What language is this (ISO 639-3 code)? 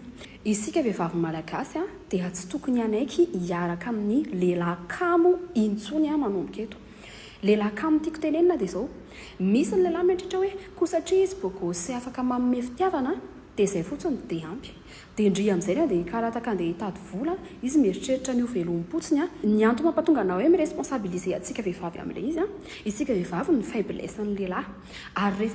mlg